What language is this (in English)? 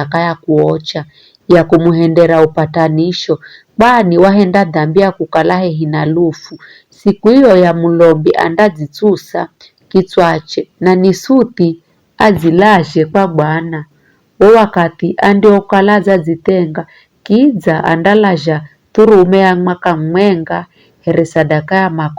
Giryama